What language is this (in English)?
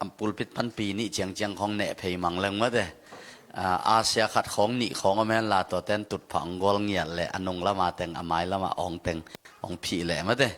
Tedim Chin